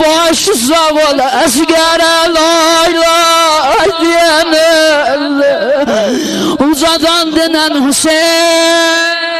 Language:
South Azerbaijani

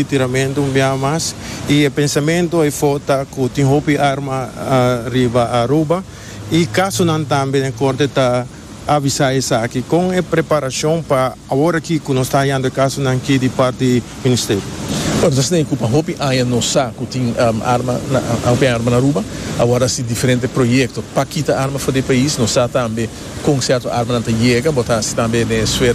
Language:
Papiamento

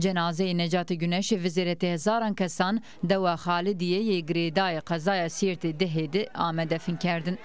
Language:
Zaza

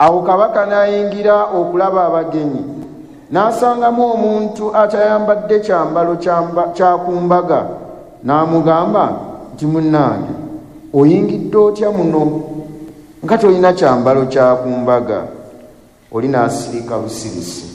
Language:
Ganda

